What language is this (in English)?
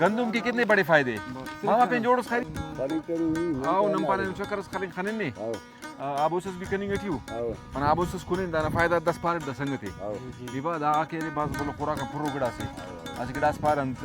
Brahui